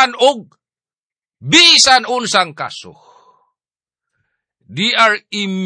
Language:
Cebuano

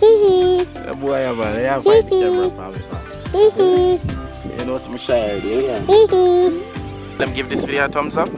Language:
Jamaican Creole English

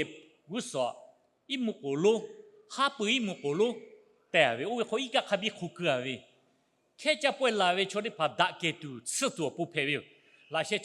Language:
Lahu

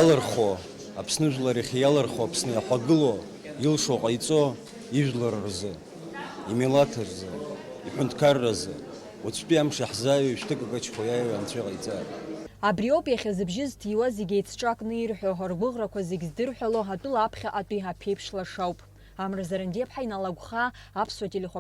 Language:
Abkhazian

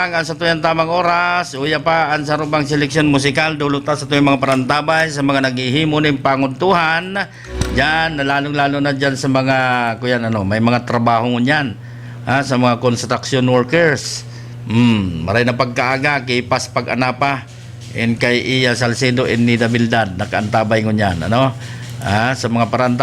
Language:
Bikol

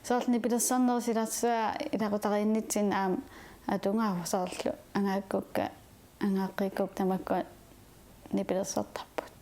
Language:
Kalaallisut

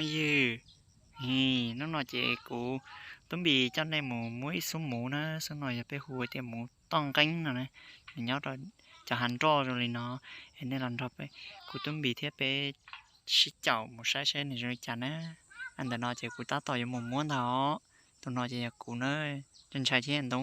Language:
Hmong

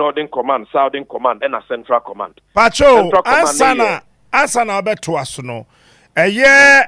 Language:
Akan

